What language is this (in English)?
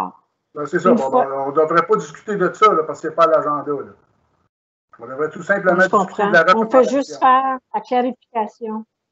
French